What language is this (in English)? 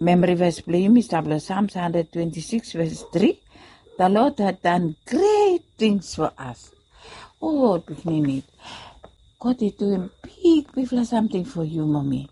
Bislama